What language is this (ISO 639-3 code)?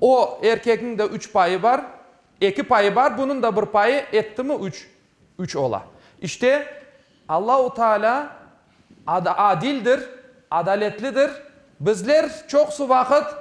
crh